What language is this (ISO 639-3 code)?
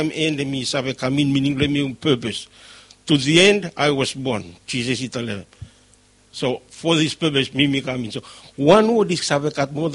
bis